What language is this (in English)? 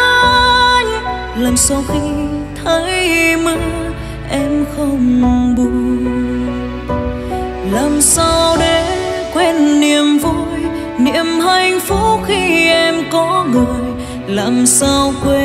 Vietnamese